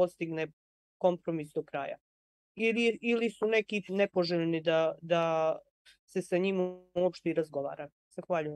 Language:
Bosnian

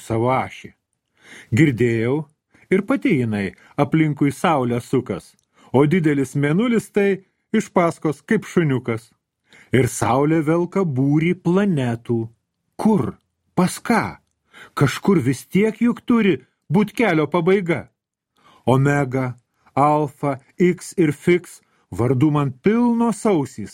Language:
Lithuanian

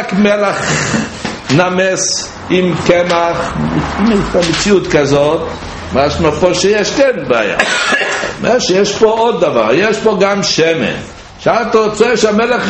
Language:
Hebrew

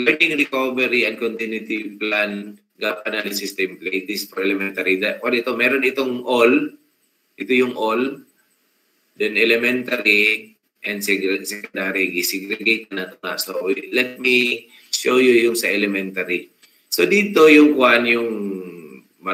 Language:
Filipino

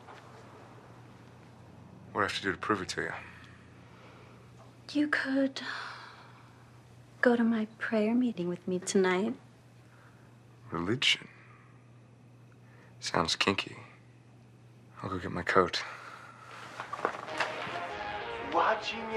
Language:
English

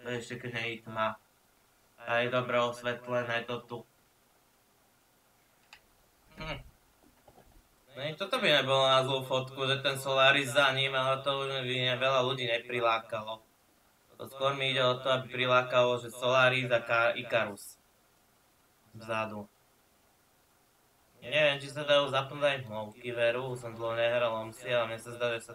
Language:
Slovak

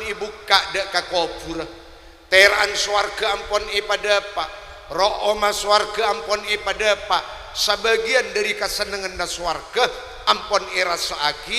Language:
Madurese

